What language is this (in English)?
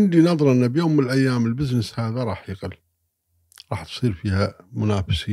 Gulf Arabic